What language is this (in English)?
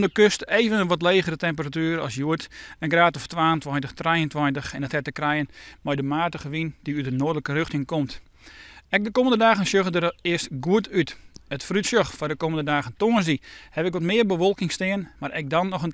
Western Frisian